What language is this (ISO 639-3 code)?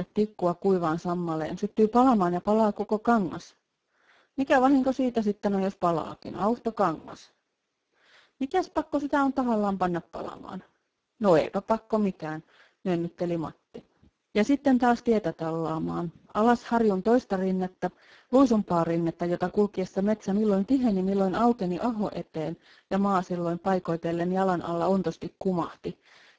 fin